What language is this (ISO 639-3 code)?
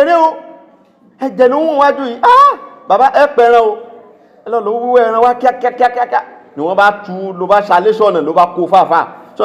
yor